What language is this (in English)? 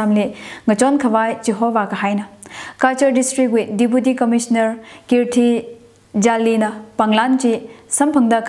Tangkhul Naga (India)